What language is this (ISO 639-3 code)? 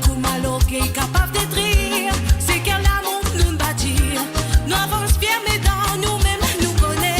mfe